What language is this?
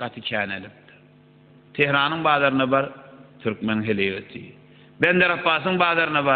Turkmen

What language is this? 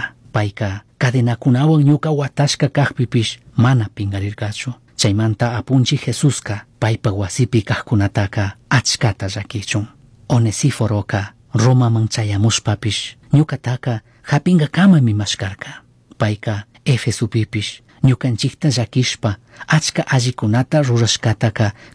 Chimborazo Highland Quichua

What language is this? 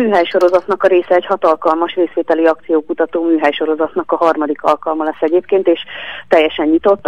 Hungarian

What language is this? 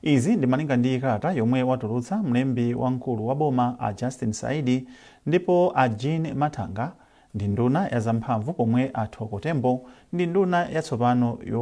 Nyanja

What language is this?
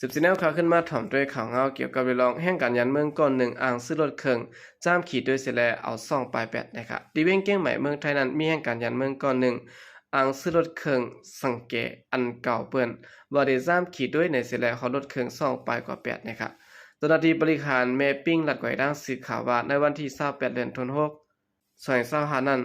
Shan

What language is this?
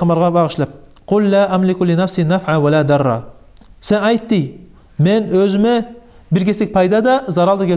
Kumyk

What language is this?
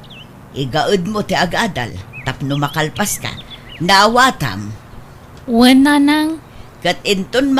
Iloko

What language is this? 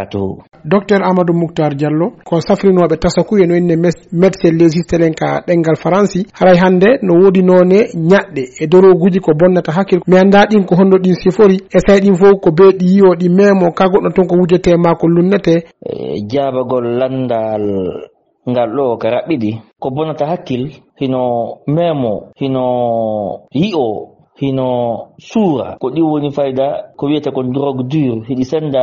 Fula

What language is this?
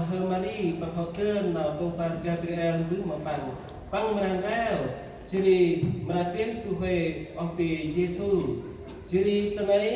Central Mnong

